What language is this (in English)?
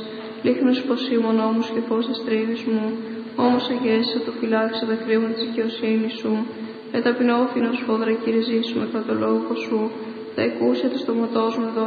Greek